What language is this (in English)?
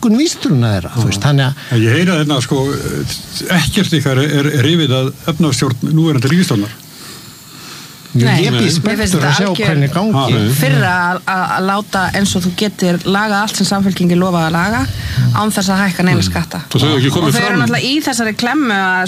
Icelandic